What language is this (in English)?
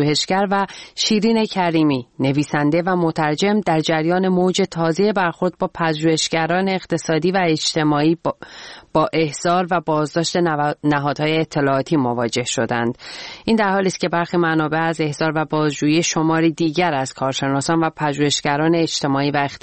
Persian